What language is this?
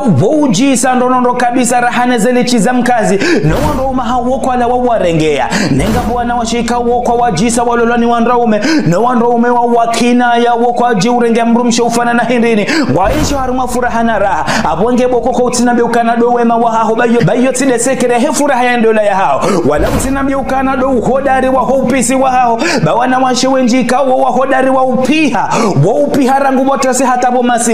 Ngazidja Comorian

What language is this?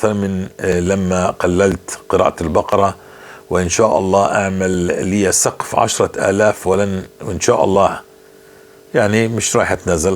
North Levantine Arabic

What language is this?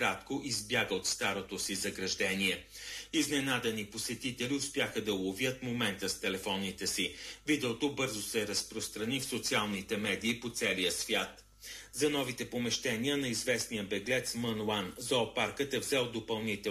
Bulgarian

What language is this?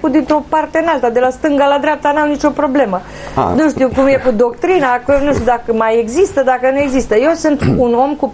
Romanian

